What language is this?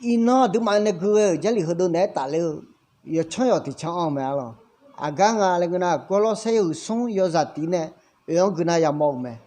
Akha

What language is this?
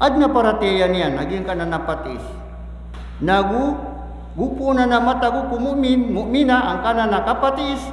Maranao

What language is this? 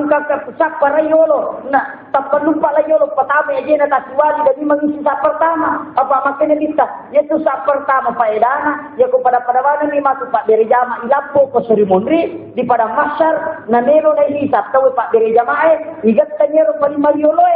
Buginese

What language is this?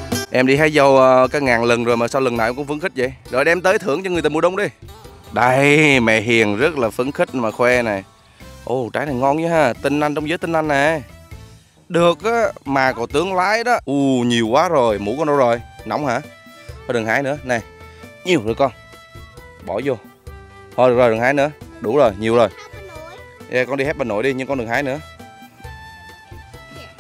Vietnamese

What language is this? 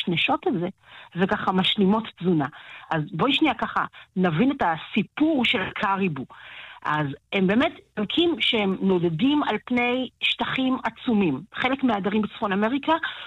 Hebrew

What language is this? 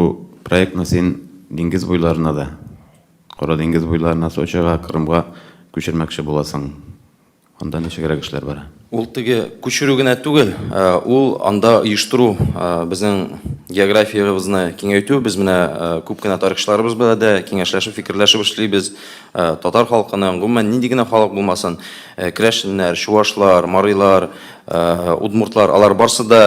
Tatar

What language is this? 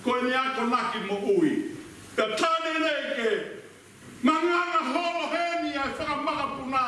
Tongan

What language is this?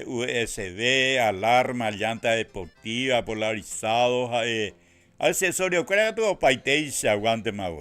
Guarani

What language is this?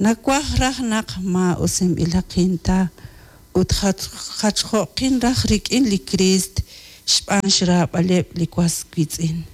Kekchí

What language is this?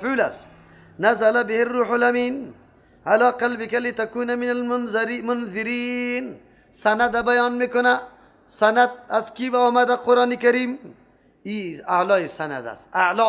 Persian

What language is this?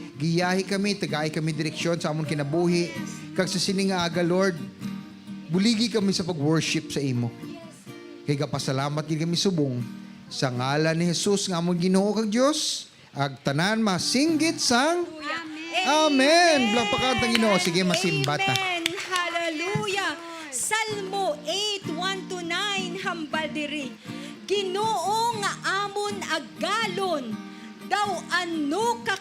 Hiligaynon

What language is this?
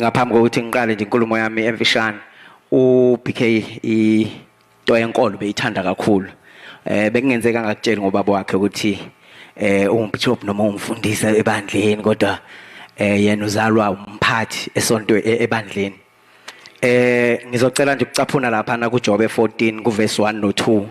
Zulu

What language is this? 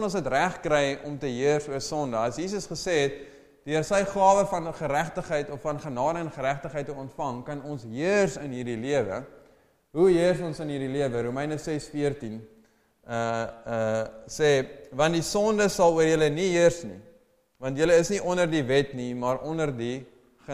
Afrikaans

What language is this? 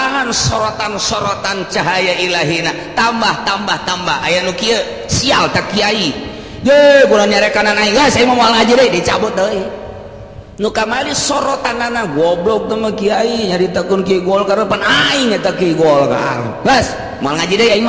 Sundanese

